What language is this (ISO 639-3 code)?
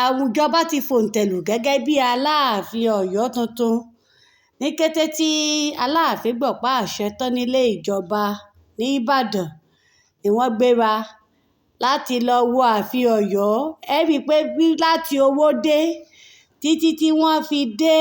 yor